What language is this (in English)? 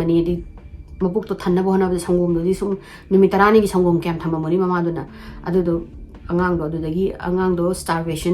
Manipuri